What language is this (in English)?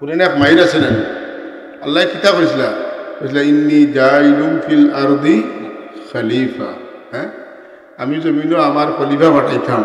Sylheti